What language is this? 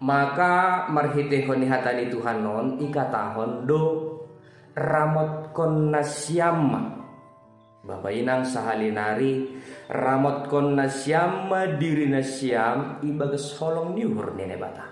Batak Simalungun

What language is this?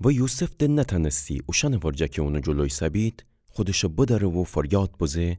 Gilaki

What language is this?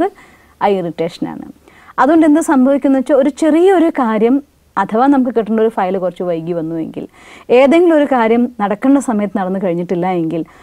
Malayalam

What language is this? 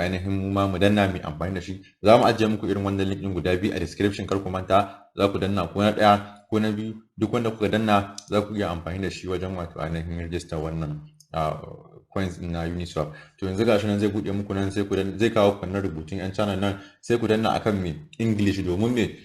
Hausa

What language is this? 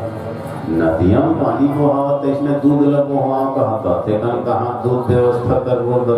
Chhattisgarhi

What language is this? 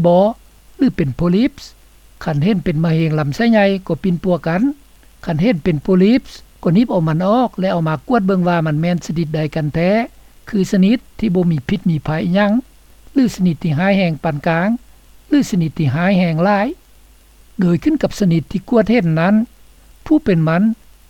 Lao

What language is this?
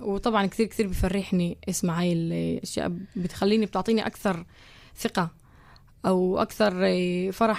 North Levantine Arabic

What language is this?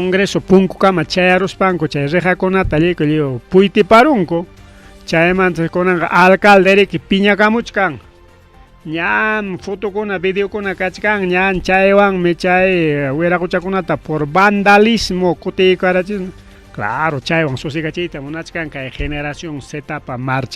Ayacucho Quechua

